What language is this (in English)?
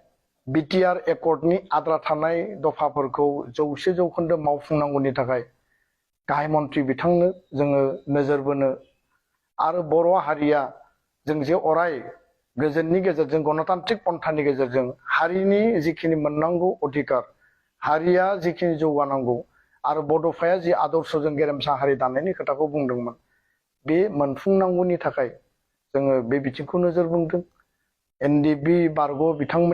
Bodo